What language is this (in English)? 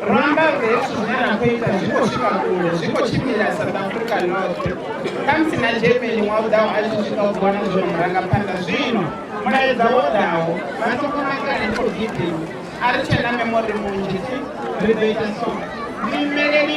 Venda